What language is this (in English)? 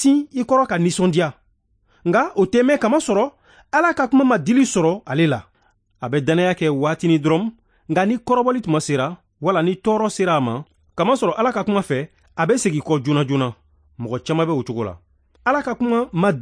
Bambara